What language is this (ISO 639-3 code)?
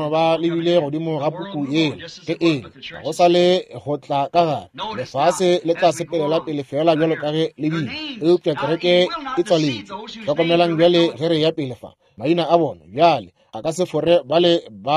nso